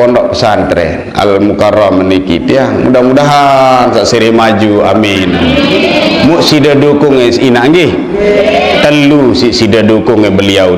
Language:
Sasak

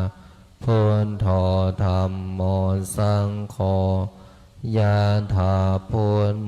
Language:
Pali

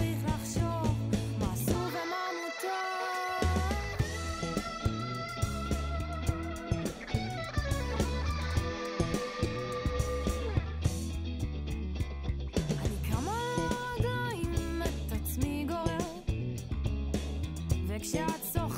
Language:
Hebrew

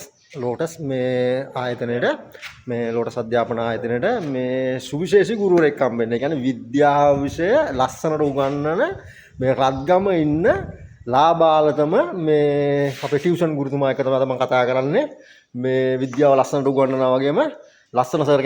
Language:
Sinhala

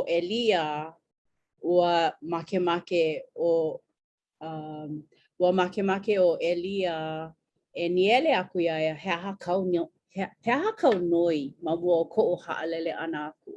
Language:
Hawaiian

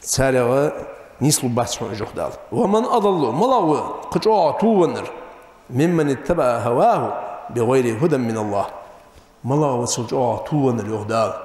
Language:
Ingush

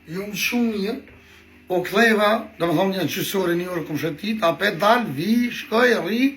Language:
Albanian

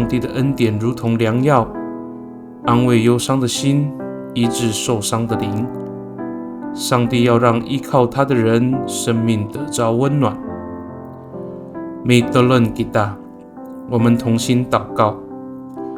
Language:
Amis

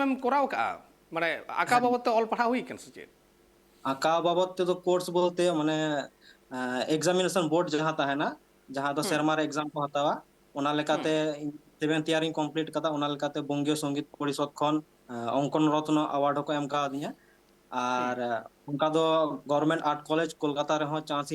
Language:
Santali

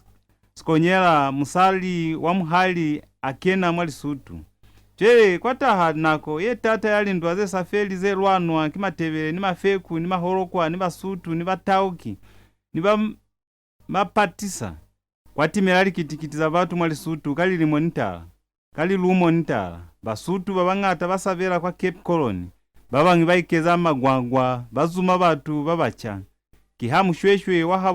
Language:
Lozi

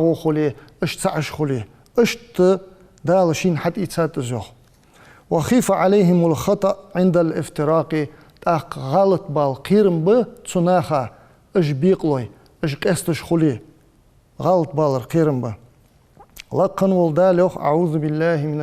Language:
Ingush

